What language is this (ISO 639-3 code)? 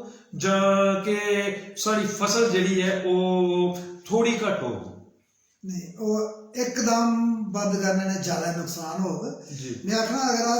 doi